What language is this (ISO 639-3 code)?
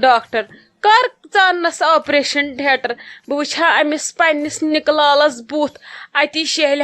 kas